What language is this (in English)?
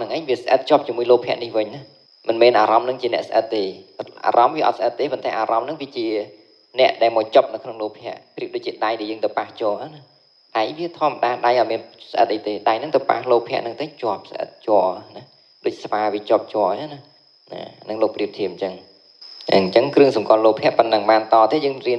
Khmer